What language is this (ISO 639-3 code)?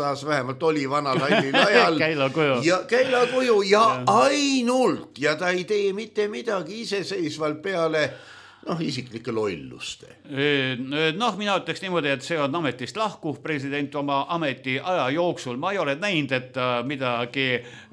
est